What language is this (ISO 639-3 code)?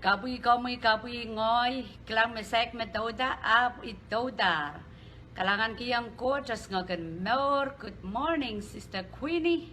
pon